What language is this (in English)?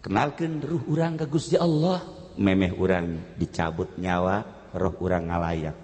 Sundanese